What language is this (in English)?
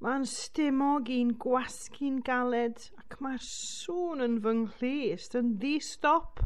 Welsh